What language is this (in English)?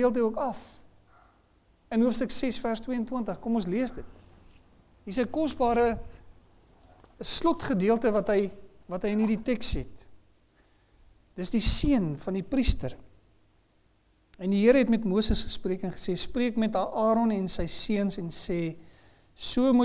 Afrikaans